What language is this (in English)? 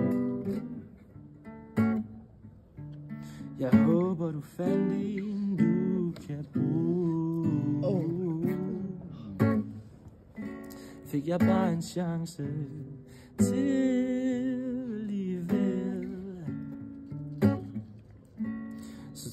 Danish